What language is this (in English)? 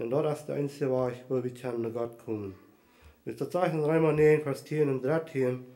Plautdietsch